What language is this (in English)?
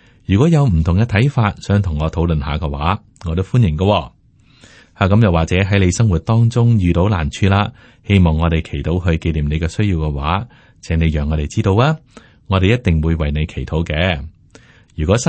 Cantonese